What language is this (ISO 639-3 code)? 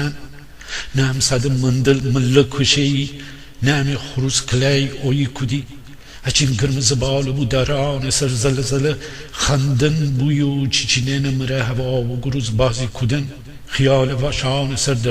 glk